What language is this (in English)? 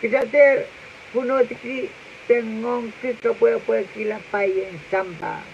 Pohnpeian